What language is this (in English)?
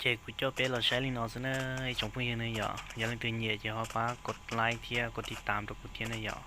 Hmong